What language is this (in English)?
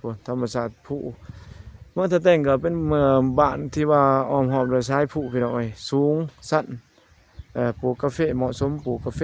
Lao